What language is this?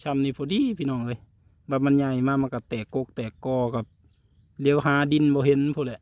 Northeastern Thai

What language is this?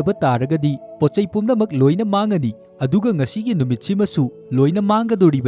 Manipuri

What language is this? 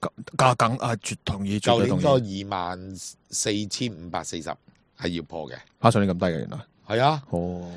Cantonese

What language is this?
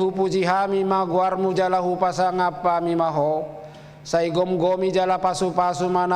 Batak Toba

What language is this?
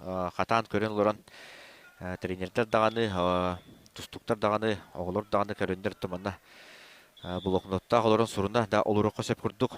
Yakut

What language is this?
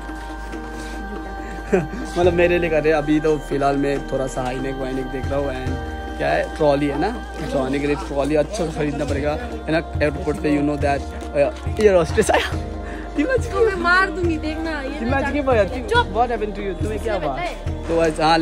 Hindi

